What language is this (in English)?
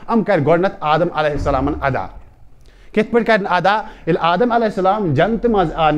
Kashmiri